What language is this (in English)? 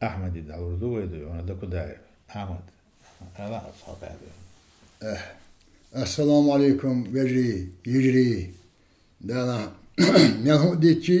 Chechen